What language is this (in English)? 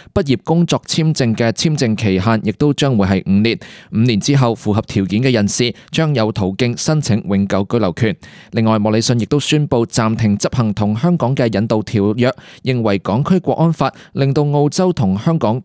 Cantonese